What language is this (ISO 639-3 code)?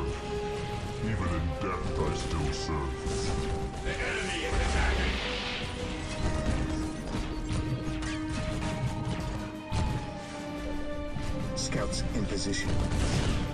eng